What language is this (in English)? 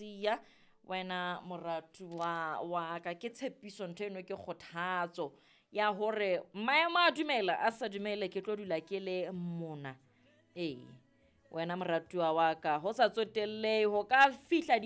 Southern Sotho